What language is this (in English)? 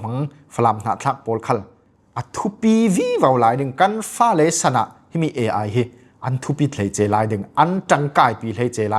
Falam Chin